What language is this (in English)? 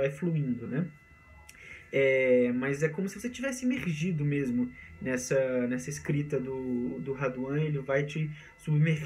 Portuguese